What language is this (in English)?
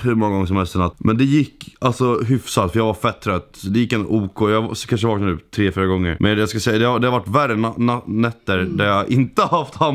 Swedish